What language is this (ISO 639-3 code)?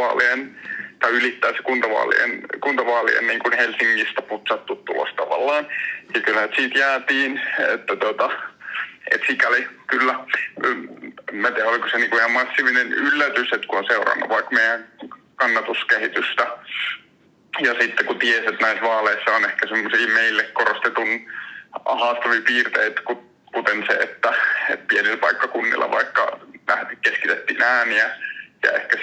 fin